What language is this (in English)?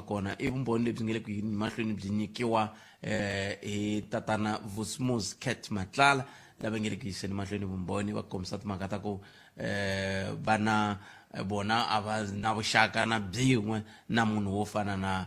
Tsonga